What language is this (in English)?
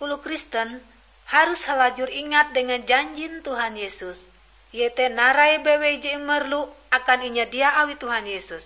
Ngaju